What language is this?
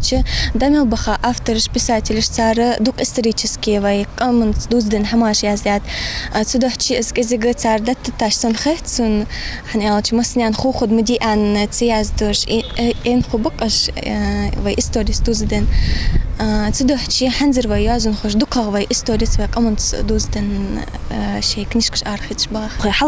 Ingush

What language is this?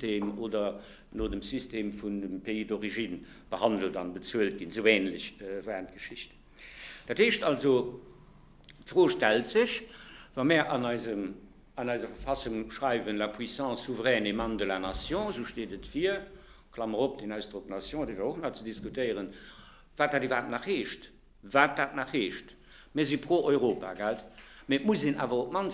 Luxembourgish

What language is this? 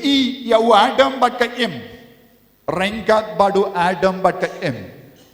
Khasi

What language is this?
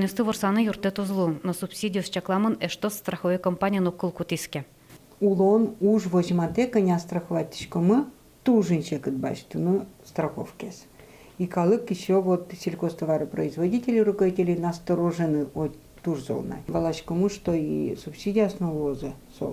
Udmurt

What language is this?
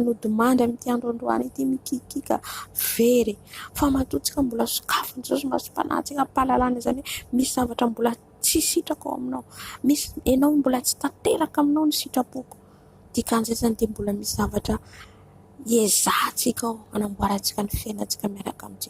Malagasy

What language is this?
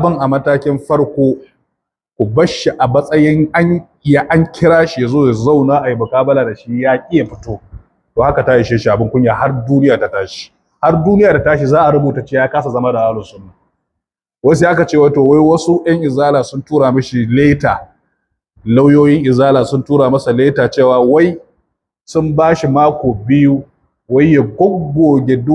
Hausa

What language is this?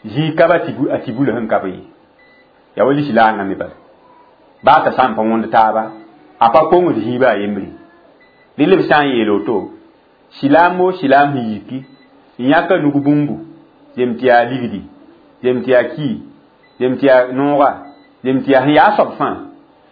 Mossi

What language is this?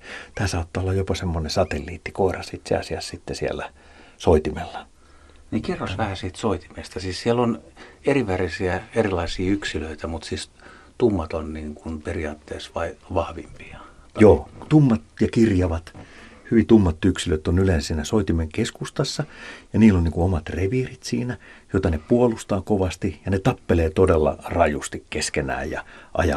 Finnish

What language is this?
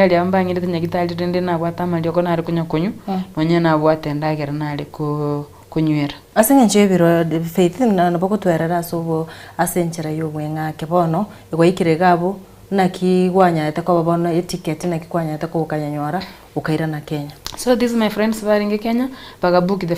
Gusii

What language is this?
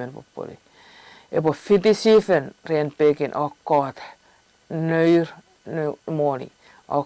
Chuukese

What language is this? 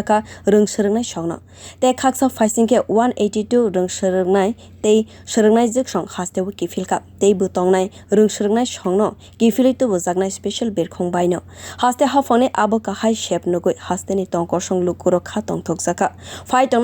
Kok Borok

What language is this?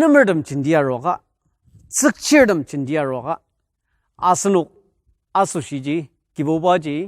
Ao Naga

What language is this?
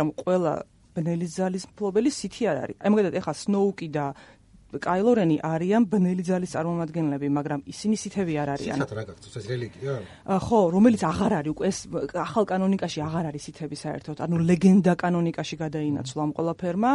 Georgian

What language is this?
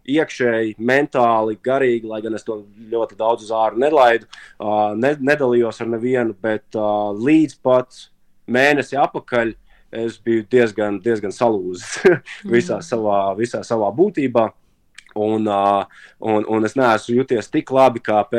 Latvian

